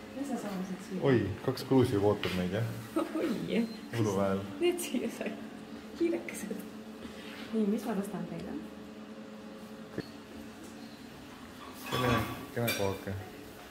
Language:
Estonian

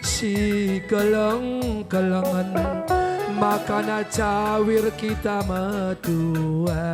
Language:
Batak Karo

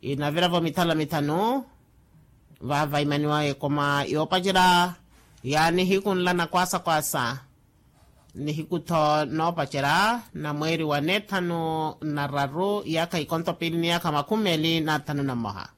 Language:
Makhuwa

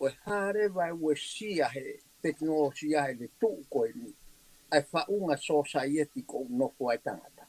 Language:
Tongan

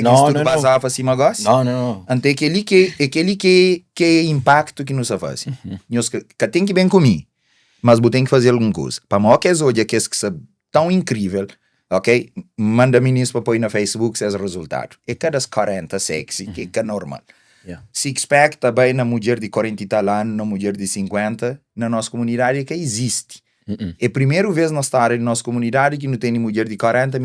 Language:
Kabuverdianu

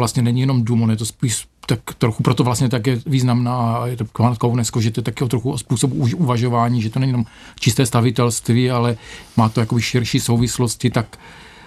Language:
Czech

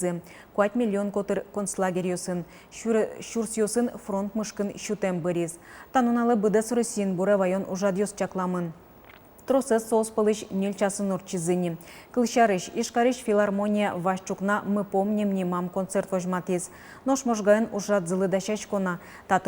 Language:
Udmurt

